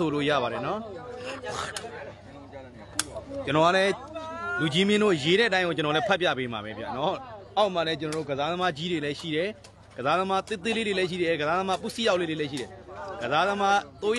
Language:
Burmese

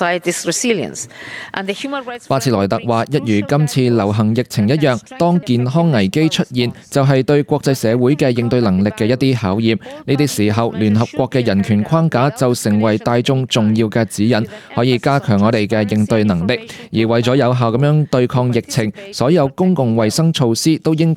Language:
Cantonese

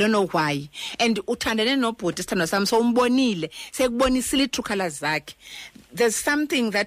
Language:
Xhosa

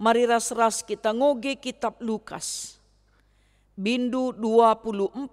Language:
Batak Karo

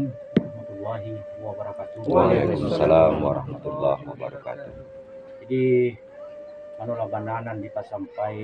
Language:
Minangkabau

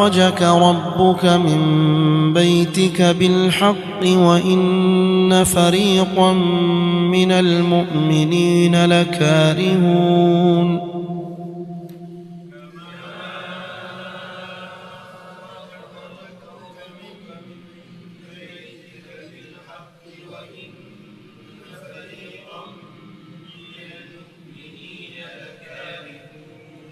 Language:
Arabic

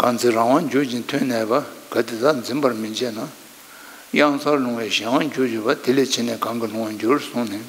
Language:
Tibetan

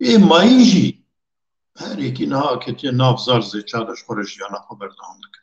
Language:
Kurdish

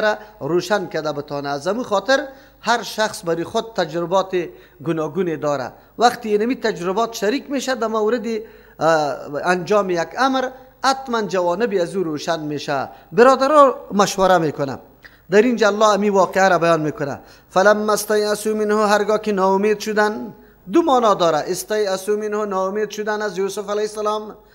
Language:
Persian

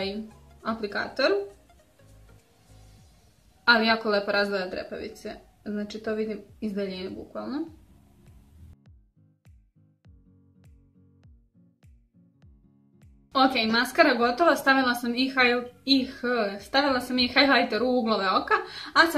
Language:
Serbian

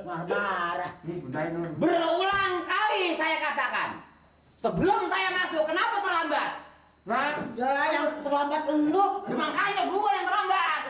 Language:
Betawi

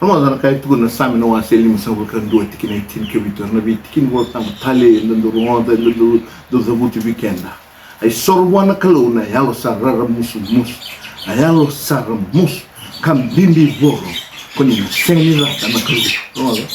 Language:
Fijian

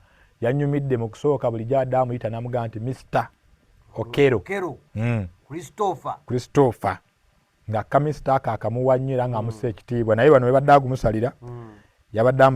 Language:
Ganda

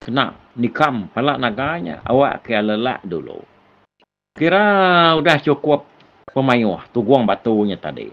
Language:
Iban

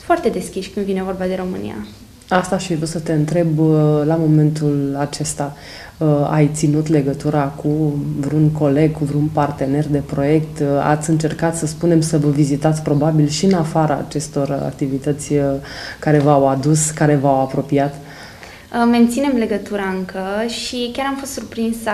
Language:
Romanian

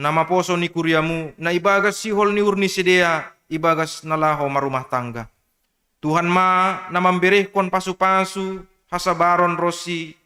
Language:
Batak Simalungun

